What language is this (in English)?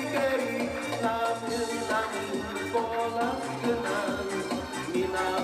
Yakut